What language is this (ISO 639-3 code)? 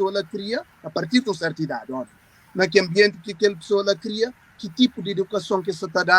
kea